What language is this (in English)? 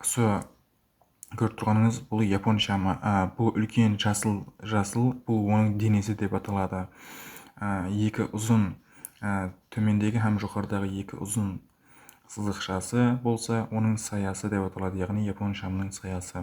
Kara-Kalpak